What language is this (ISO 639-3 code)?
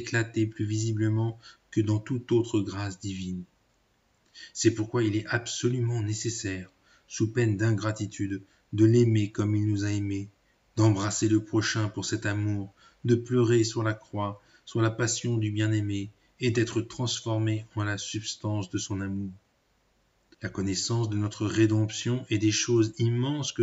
fra